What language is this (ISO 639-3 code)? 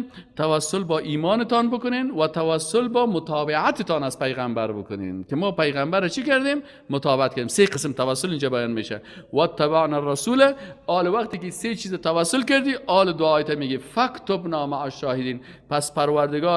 fas